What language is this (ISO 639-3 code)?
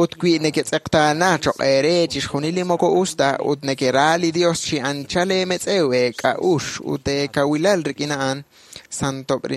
kek